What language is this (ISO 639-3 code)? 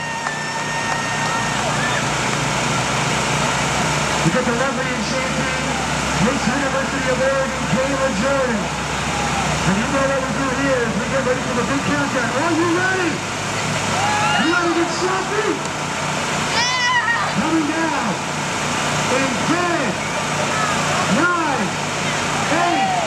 eng